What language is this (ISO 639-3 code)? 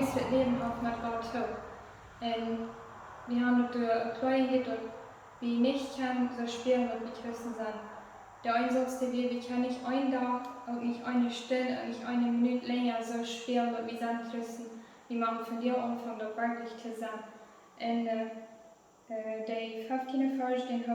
pdt